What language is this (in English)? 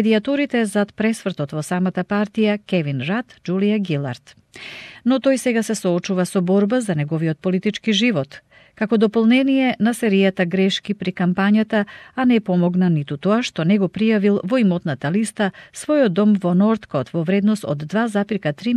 Macedonian